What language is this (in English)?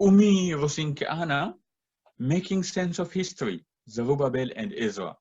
Sidamo